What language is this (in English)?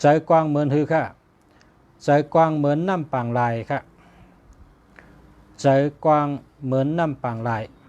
Shan